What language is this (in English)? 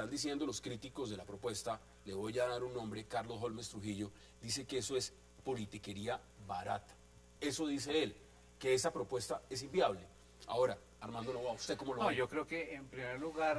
Spanish